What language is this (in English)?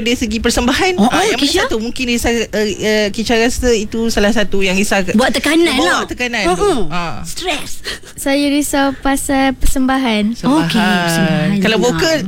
Malay